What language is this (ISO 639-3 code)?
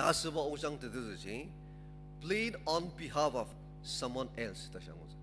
njo